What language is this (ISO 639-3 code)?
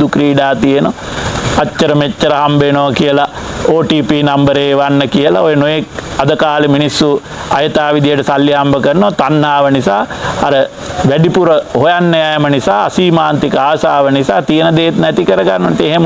sin